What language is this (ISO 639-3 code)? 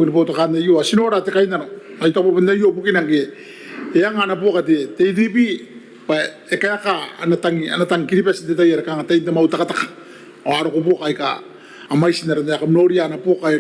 gil